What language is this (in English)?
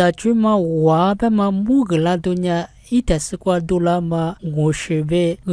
Lisu